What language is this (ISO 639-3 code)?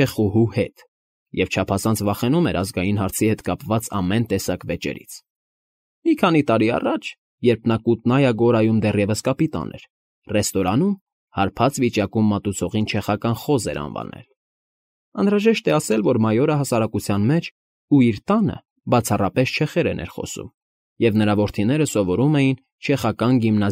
hye